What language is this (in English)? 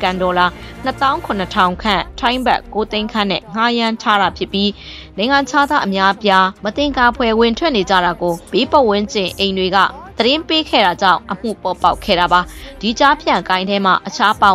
Burmese